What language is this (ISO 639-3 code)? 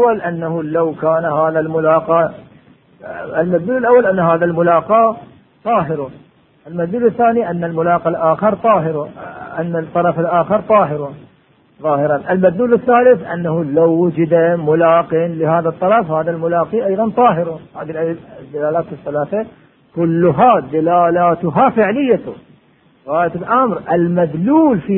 ara